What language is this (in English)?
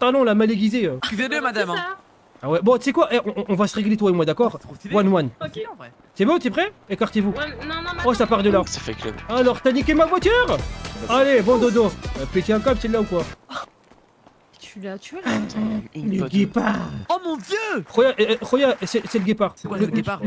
French